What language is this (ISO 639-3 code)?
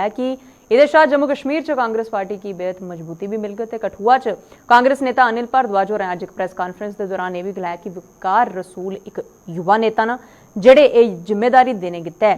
doi